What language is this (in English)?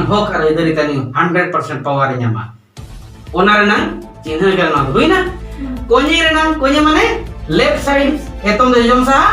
Santali